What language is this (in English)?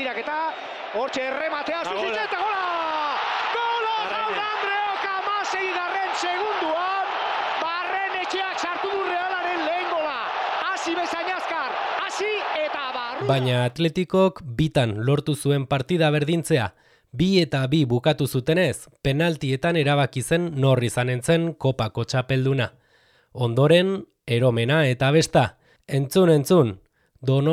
Basque